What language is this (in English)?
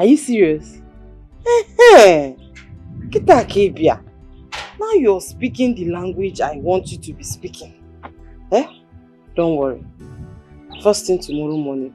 Nigerian Pidgin